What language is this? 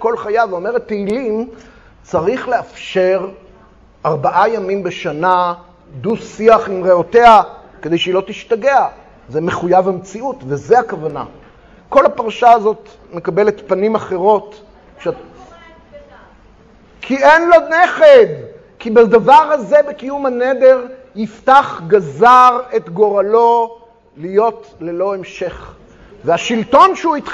Hebrew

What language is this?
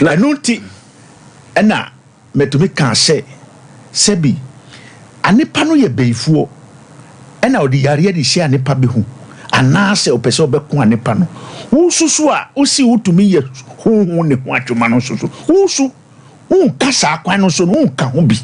Akan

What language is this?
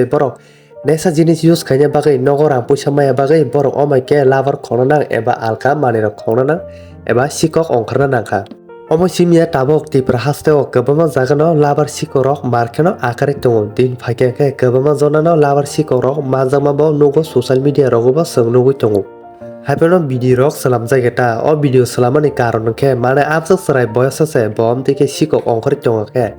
Kok Borok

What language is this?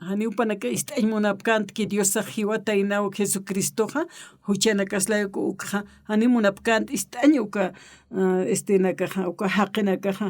Aymara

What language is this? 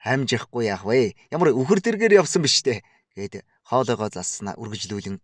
Mongolian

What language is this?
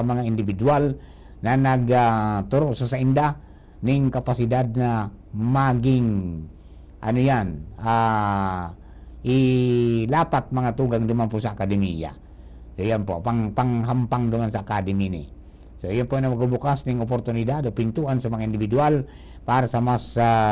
Bikol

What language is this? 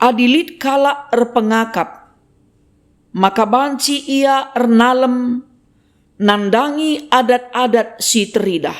Batak Karo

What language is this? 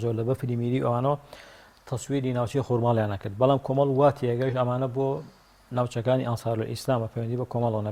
Central Kurdish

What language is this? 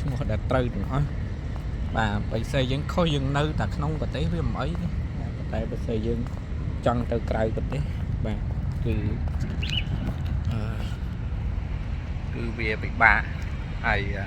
Khmer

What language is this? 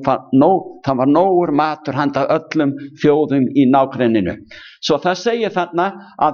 Icelandic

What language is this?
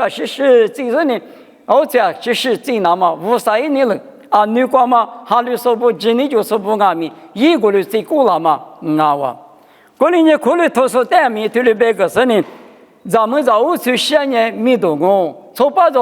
Lisu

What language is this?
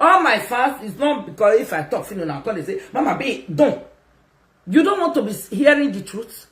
Nigerian Pidgin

